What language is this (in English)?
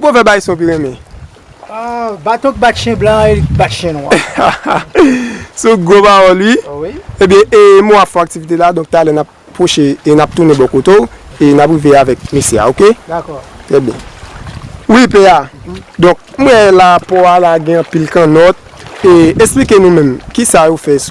Haitian Creole